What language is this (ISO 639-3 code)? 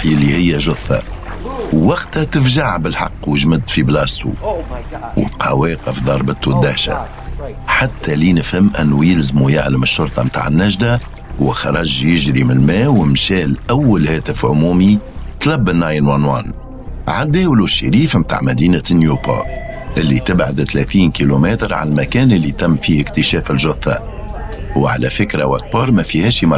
aeb